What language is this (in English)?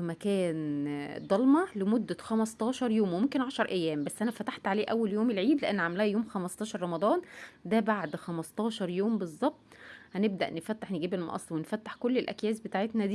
Egyptian Arabic